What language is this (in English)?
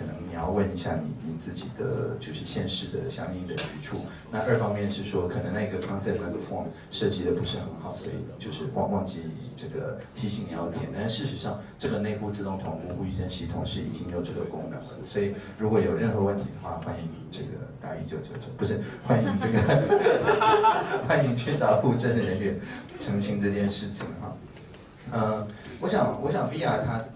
Chinese